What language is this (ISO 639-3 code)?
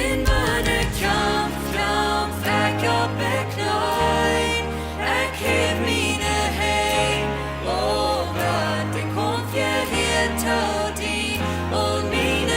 pdt